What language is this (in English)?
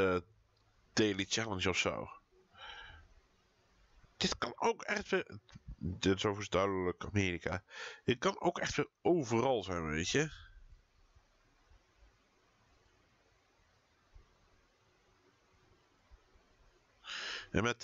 Dutch